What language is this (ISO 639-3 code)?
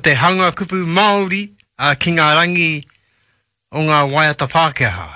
mri